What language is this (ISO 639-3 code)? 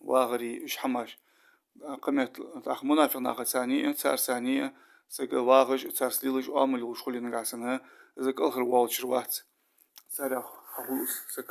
inh